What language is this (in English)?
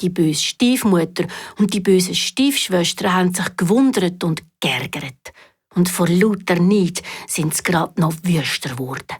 Swiss German